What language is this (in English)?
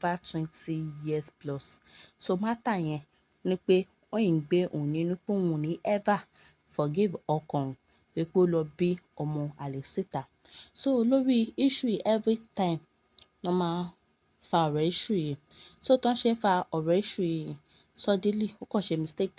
Yoruba